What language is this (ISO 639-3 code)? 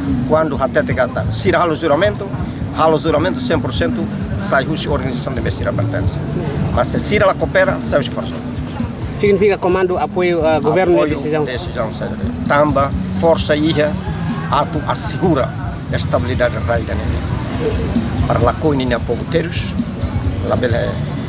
tet